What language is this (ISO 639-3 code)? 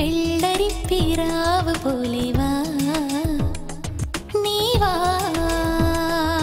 mal